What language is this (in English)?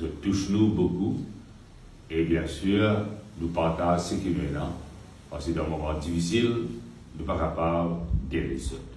Morisyen